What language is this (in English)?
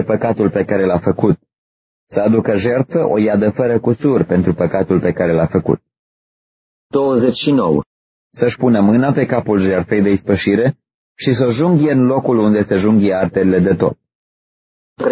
Romanian